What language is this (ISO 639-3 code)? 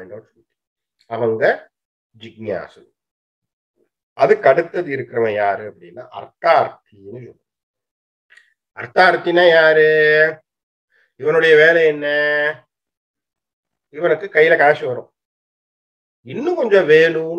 tam